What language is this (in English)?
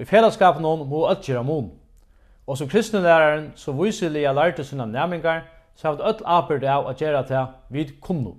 Faroese